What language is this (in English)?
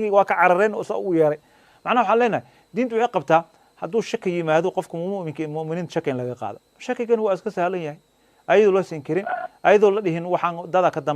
Somali